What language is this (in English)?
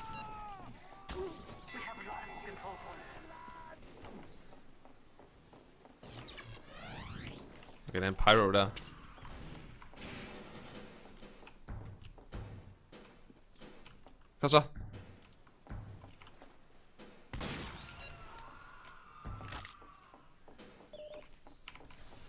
Danish